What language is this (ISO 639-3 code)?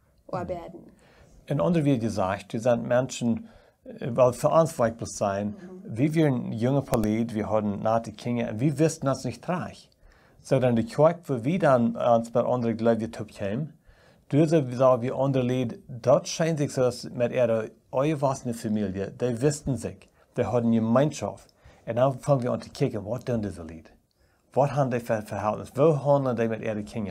pdt